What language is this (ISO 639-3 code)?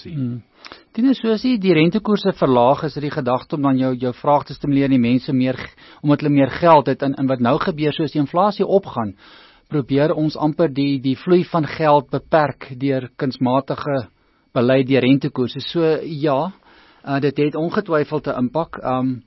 afr